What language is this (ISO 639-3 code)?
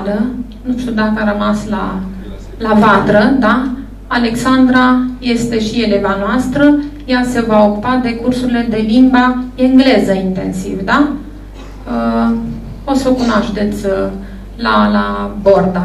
ron